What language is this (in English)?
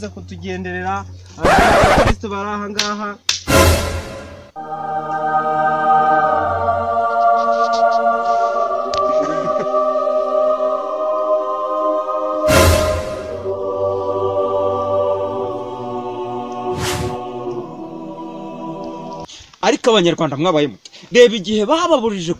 Kinyarwanda